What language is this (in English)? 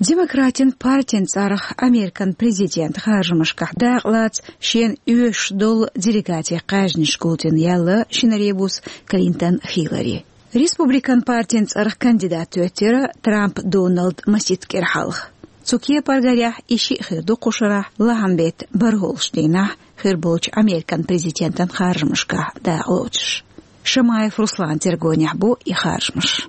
Chechen